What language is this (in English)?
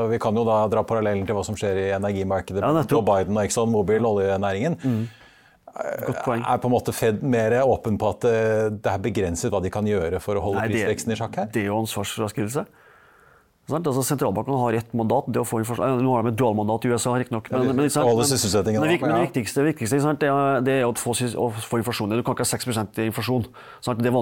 Norwegian